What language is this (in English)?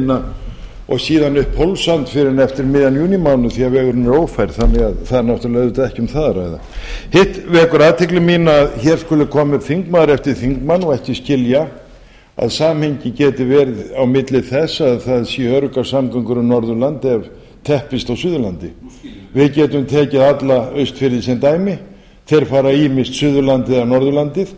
Icelandic